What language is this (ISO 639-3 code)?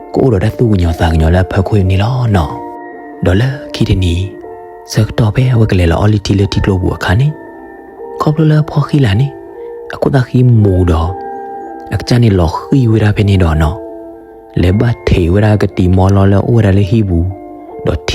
ksw